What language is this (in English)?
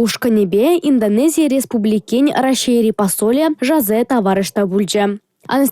Chuvash